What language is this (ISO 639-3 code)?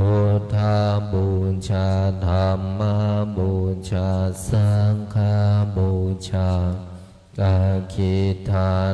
pli